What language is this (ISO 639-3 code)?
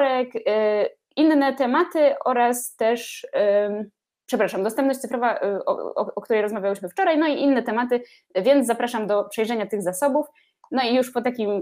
pol